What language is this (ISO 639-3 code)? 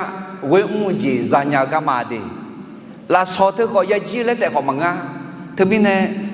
ahk